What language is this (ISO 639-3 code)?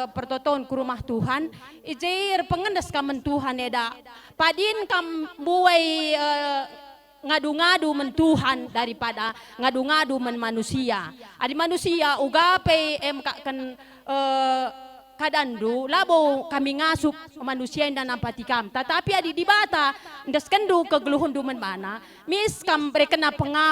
btx